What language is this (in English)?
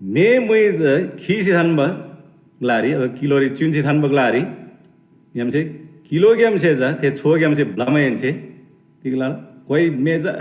Eastern Tamang